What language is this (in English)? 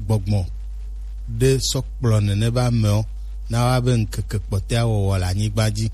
Gen